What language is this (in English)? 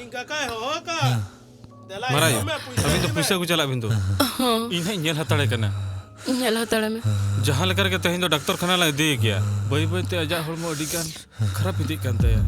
Santali